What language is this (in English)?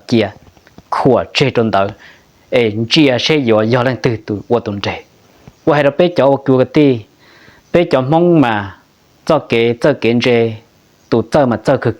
Hmong